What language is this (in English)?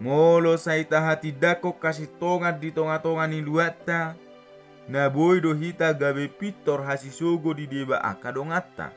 Batak Toba